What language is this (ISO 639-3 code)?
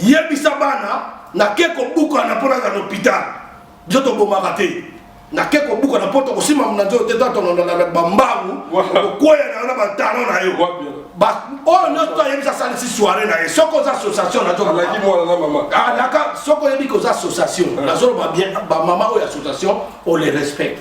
lin